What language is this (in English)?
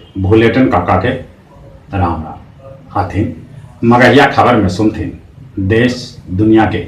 Magahi